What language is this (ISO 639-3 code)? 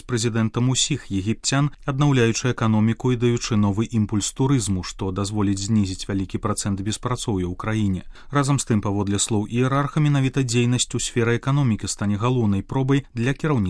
bel